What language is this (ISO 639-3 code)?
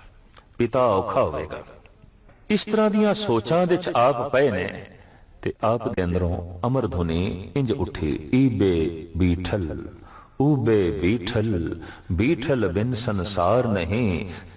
pan